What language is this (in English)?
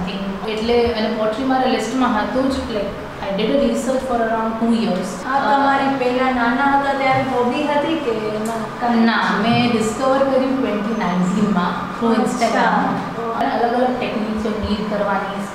Gujarati